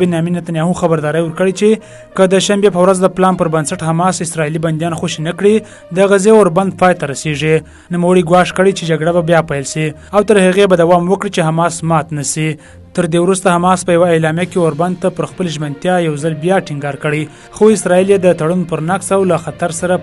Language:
Pashto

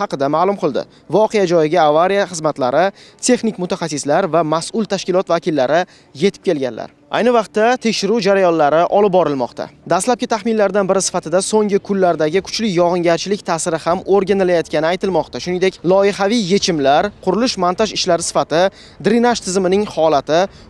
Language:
Uzbek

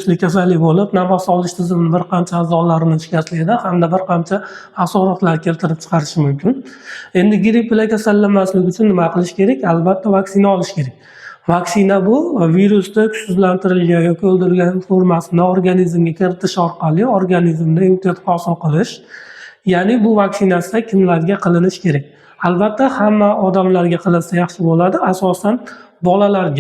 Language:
Uzbek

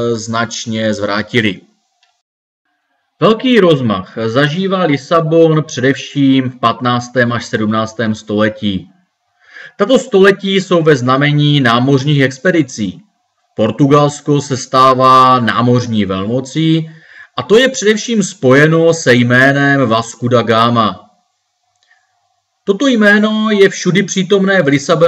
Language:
Czech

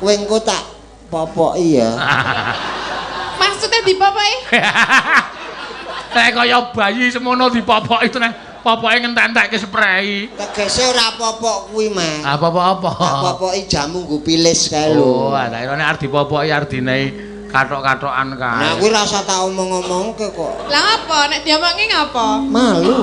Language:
Javanese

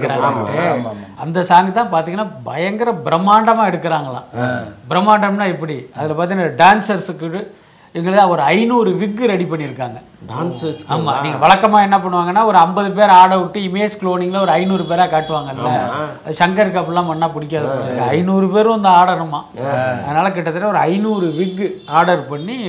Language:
Tamil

